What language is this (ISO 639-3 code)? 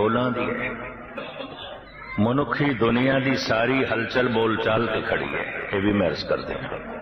pan